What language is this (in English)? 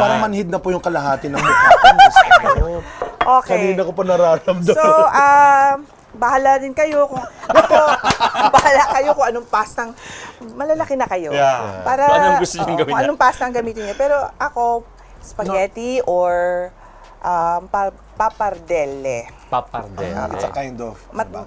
Filipino